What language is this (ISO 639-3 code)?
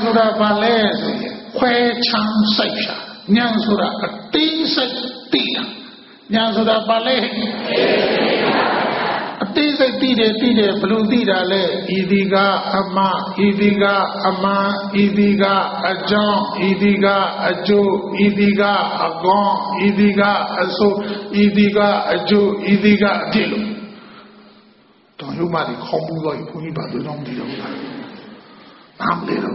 mya